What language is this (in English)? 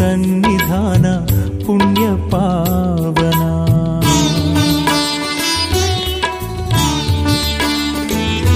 Kannada